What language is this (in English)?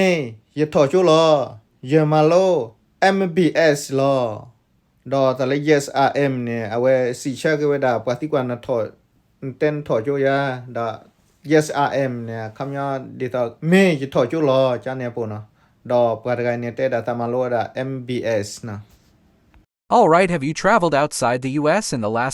S'gaw Karen